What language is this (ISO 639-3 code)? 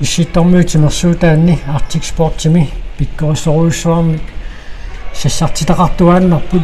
kal